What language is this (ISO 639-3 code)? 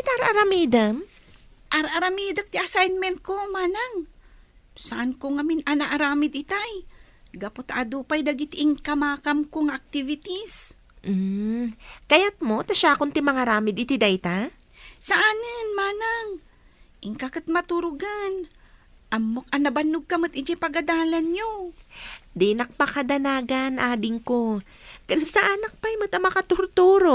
ilo